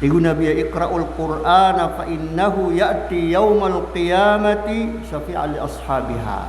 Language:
Maranao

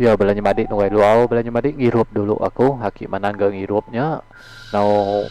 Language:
Iban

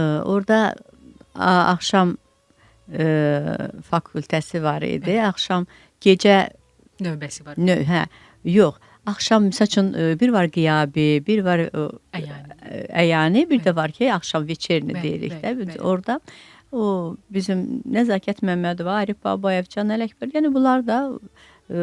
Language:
Azerbaijani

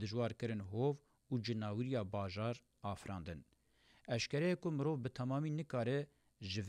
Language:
Kurdish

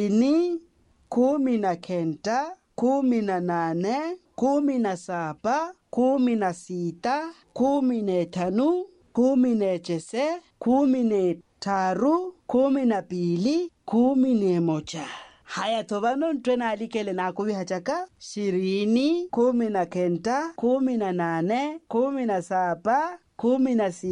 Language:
Swahili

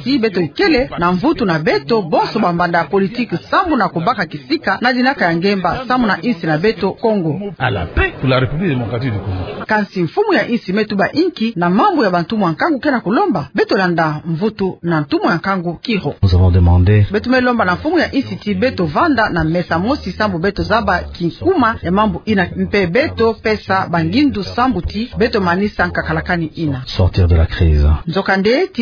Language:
Kituba (Democratic Republic of Congo)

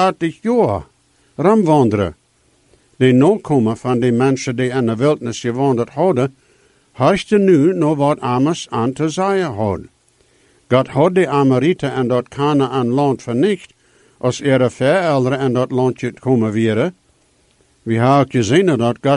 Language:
Plautdietsch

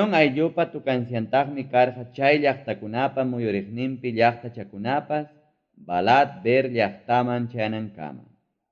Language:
Ayacucho Quechua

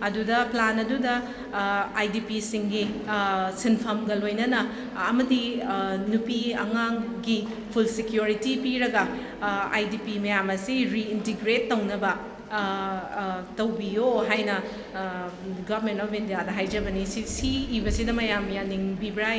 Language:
Manipuri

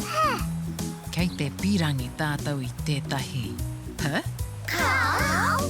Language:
Māori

